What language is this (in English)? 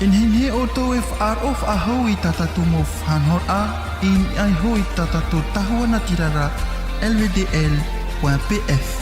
Tahitian